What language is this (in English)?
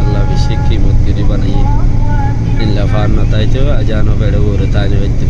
Rohingya